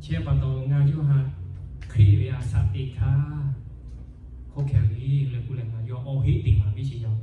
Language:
Lahu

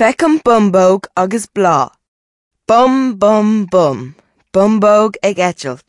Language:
Irish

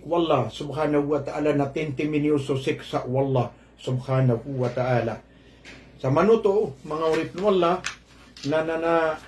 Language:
Maranao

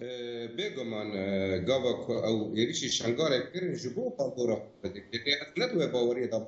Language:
Kurdish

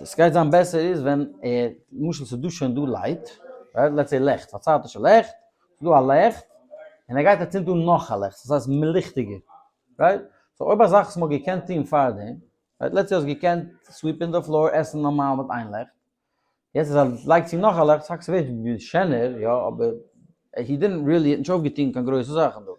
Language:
Yiddish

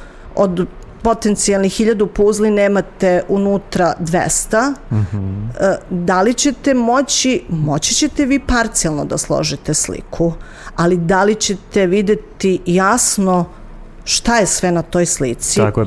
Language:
Serbian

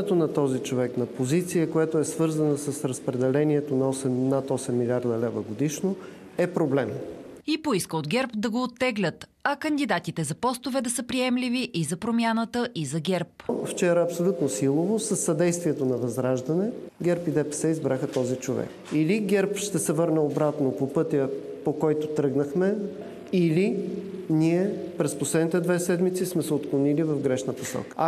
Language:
Bulgarian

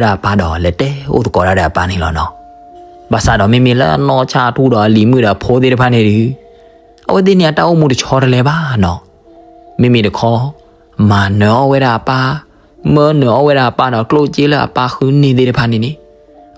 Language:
S'gaw Karen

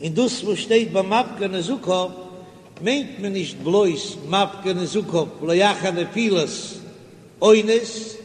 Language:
Yiddish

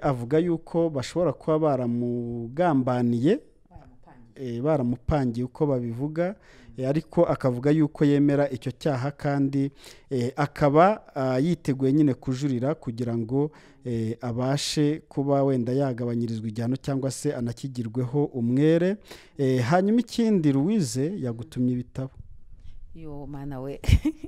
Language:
Kinyarwanda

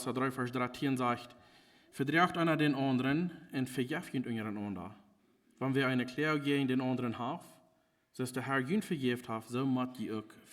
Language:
Plautdietsch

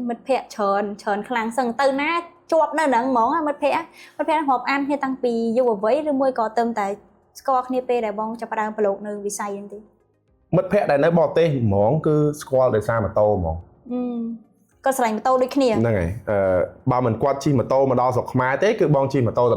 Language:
Khmer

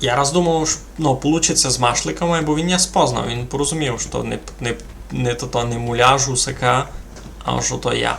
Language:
Rusyn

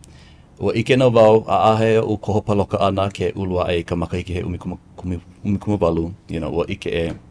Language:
Hawaiian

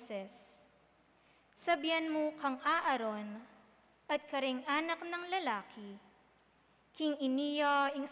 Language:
Pampanga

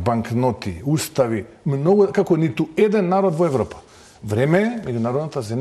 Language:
Macedonian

